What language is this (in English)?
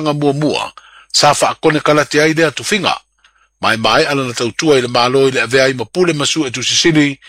Samoan